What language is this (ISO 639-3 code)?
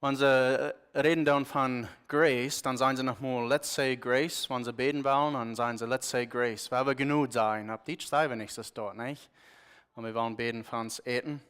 pdt